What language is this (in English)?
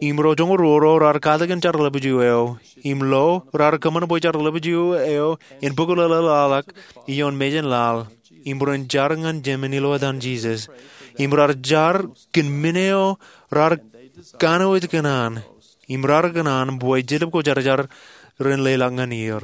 Marshallese